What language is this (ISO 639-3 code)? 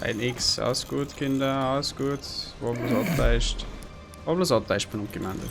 bar